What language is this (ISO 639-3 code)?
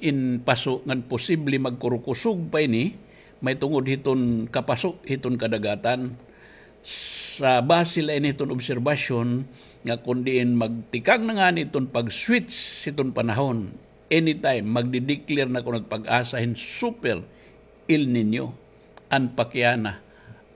war